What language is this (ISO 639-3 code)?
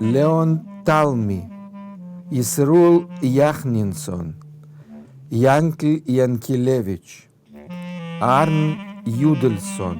yid